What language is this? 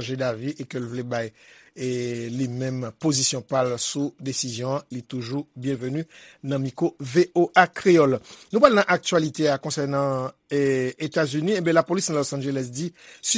Haitian Creole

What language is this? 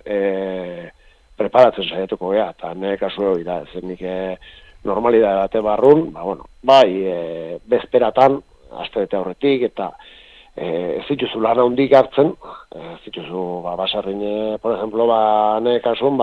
Basque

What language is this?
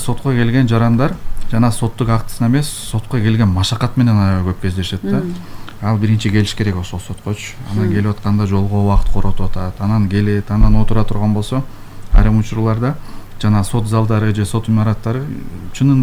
Kyrgyz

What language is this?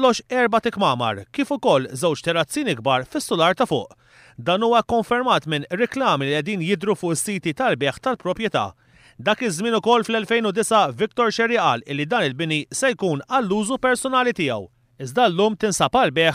Maltese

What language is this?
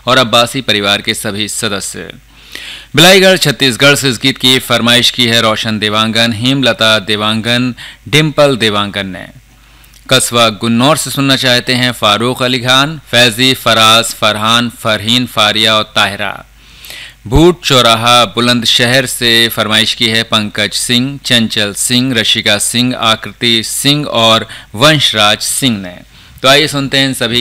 Hindi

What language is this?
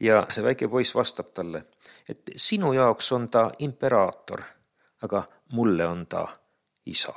Estonian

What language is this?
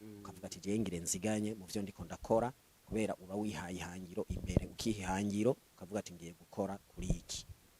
Rundi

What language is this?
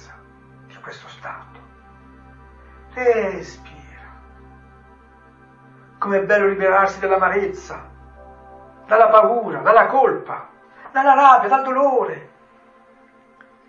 Italian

